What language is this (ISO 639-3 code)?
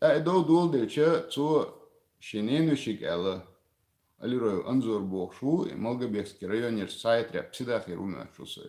che